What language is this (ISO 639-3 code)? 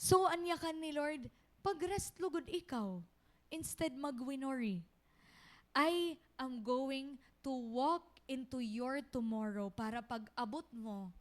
war